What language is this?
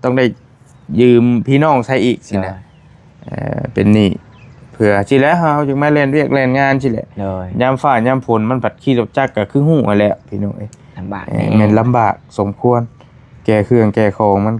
Northeastern Thai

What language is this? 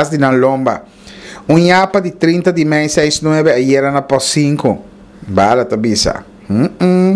Papiamento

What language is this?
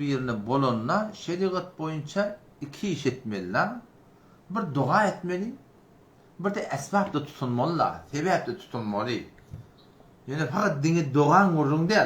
Turkmen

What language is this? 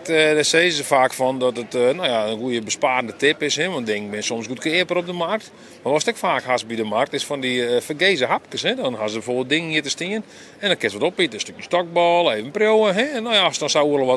Western Frisian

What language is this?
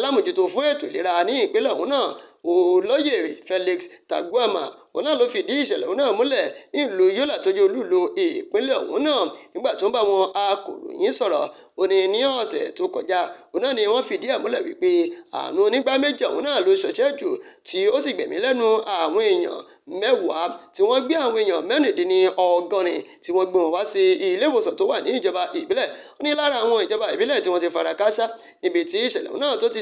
Yoruba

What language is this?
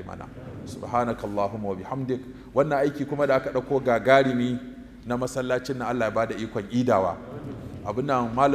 Hausa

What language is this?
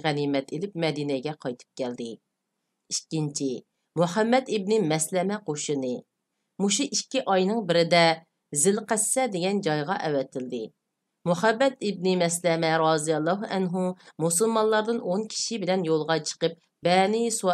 Uyghur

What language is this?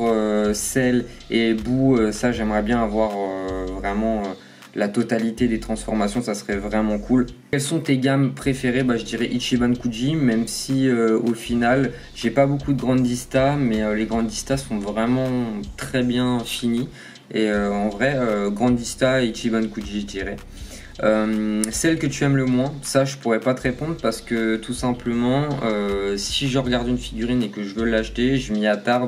French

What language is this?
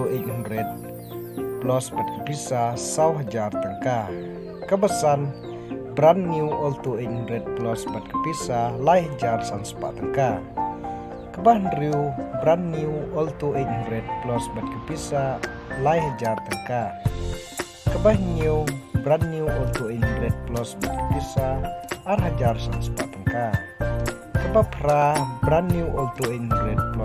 Khasi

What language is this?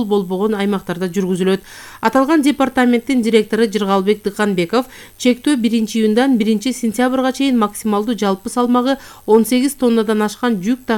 Kyrgyz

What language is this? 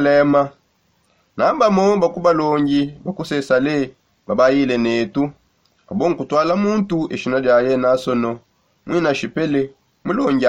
Songe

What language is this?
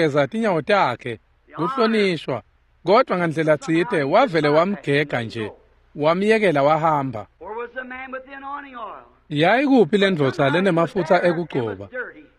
Swati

